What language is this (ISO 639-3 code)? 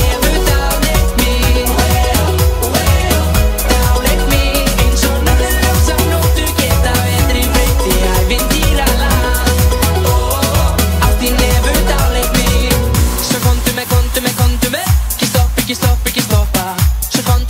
isl